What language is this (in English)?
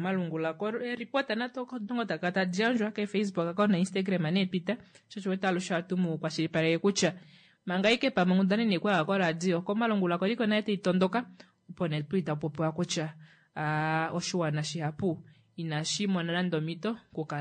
Kuanyama